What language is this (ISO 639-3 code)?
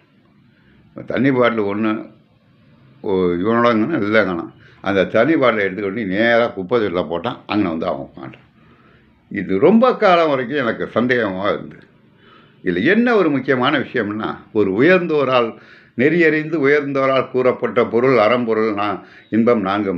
tam